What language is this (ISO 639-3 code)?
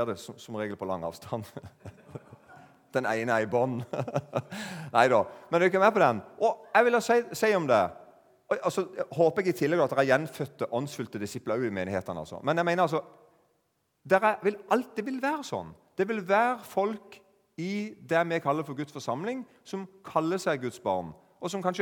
nor